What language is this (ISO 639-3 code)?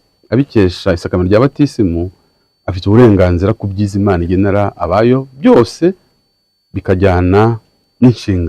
kin